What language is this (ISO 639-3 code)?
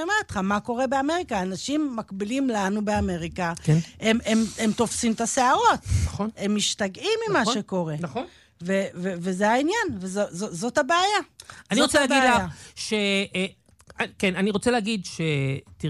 heb